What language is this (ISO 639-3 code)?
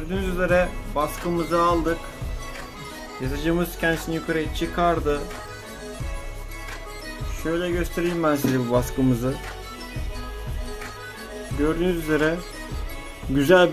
tur